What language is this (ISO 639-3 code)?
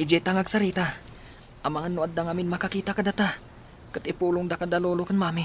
ilo